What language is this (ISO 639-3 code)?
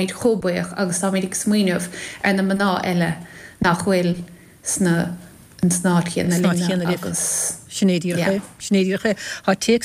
gle